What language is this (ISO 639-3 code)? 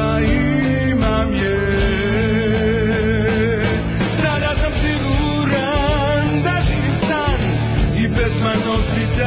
srp